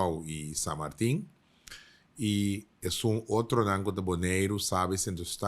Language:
Papiamento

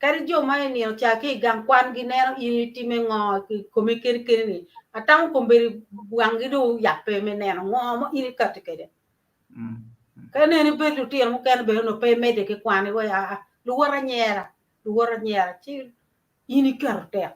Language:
Acoli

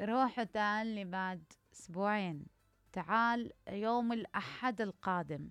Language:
Mesopotamian Arabic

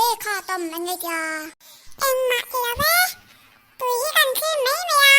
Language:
Mizo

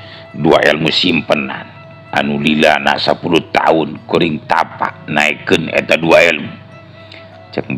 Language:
Sundanese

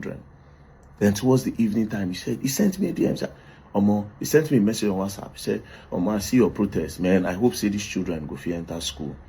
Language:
Nigerian Pidgin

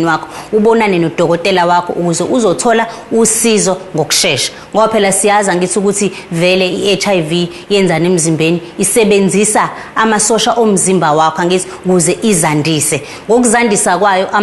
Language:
Zulu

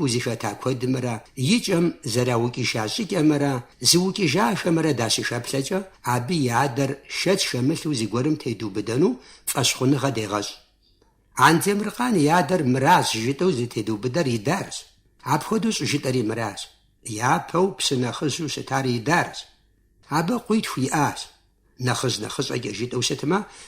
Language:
Kabardian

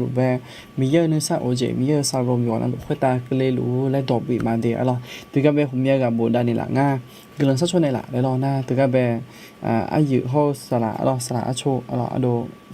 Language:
Akha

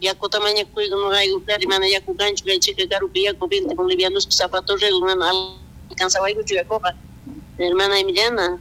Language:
South Bolivian Quechua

